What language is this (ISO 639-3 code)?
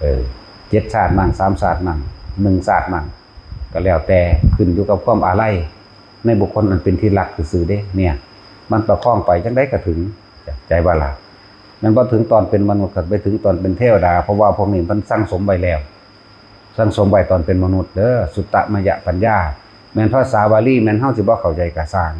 lao